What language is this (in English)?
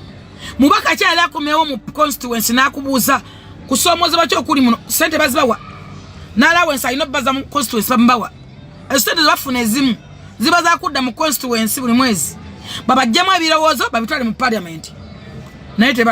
Ganda